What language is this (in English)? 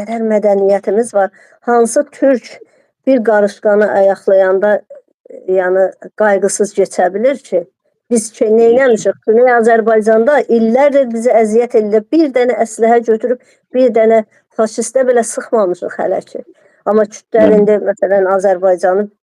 Azerbaijani